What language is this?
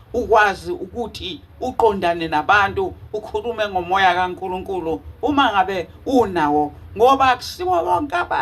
Zulu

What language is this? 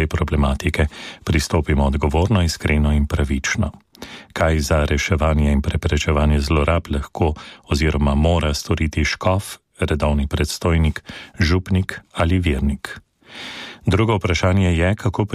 Slovenian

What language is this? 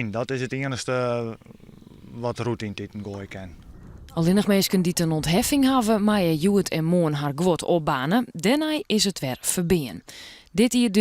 Western Frisian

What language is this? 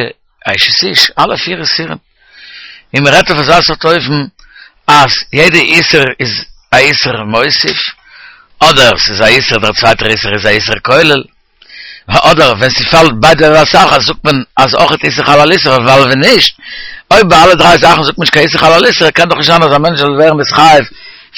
Yiddish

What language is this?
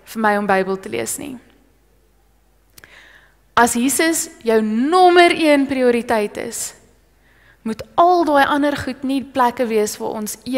Afrikaans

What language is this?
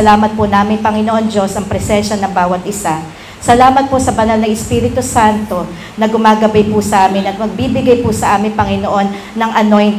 Filipino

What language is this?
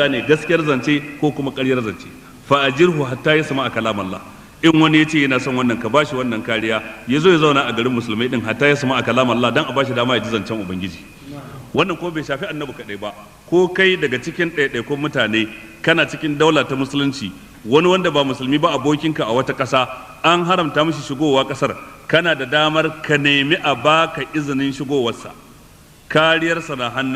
Hausa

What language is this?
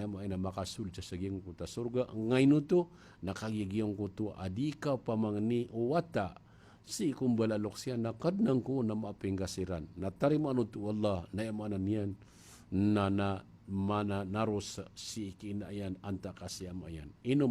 Maranao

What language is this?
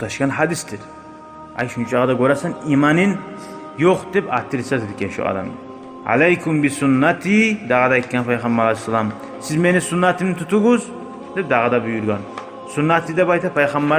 Kumyk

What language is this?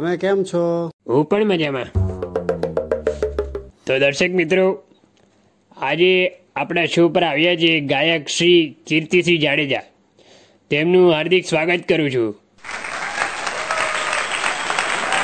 Gujarati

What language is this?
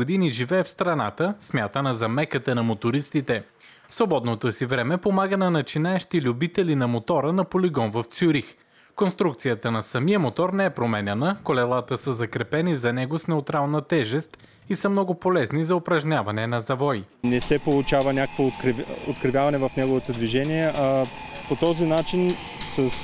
Bulgarian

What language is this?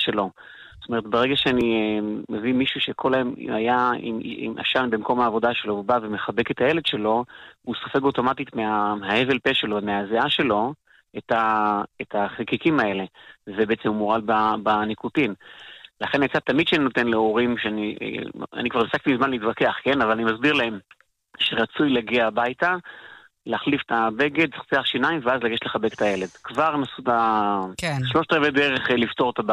Hebrew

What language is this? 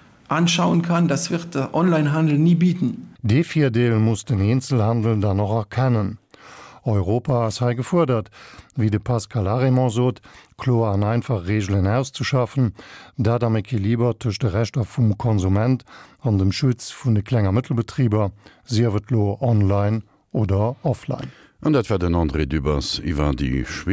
Luxembourgish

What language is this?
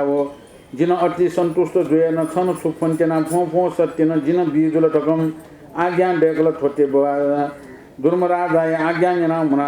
Newari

